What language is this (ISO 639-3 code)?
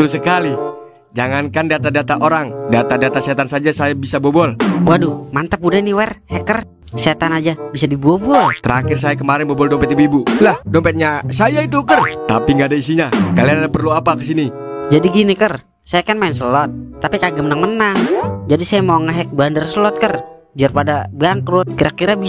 bew